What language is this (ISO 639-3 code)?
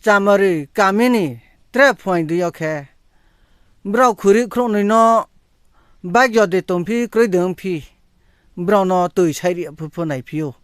ria